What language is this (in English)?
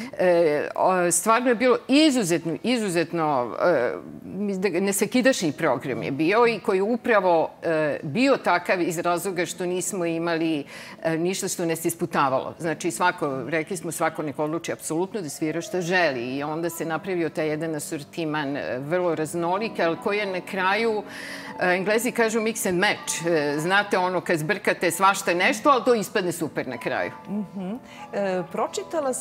Serbian